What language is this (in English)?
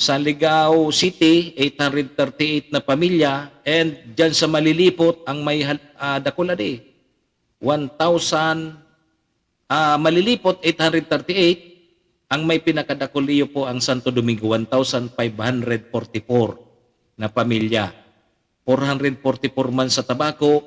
Bikol